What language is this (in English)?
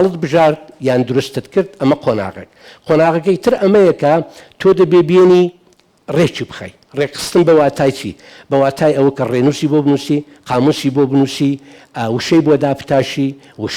Central Kurdish